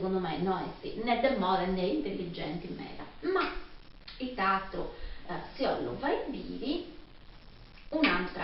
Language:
Sardinian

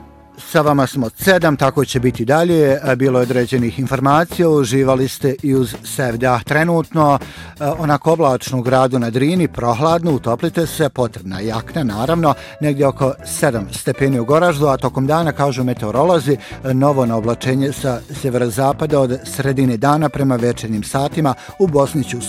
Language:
Bosnian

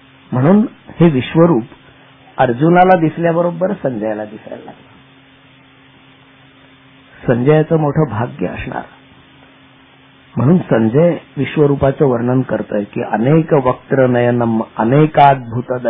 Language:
Marathi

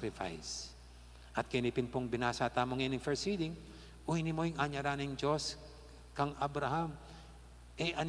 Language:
Pampanga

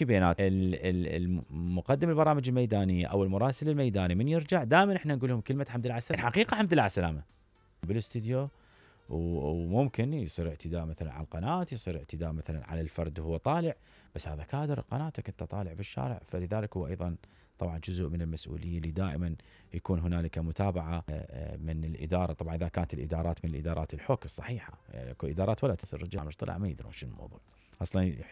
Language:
Mesopotamian Arabic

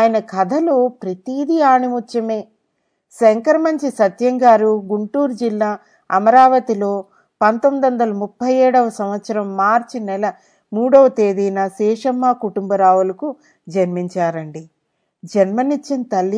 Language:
Telugu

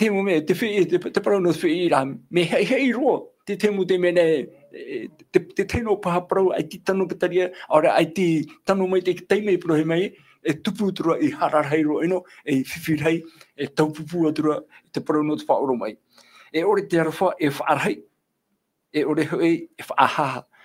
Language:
Tahitian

